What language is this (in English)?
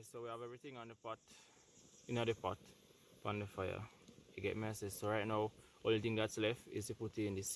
Jamaican Creole English